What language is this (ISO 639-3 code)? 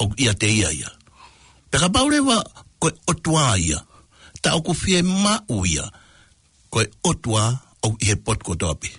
ton